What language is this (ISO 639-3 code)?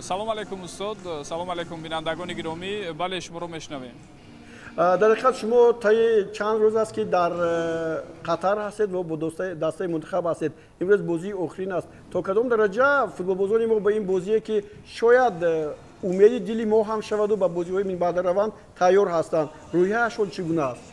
tgk